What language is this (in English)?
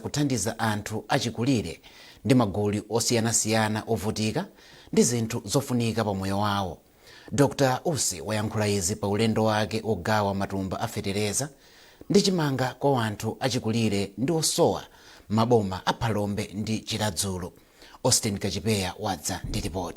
Nyanja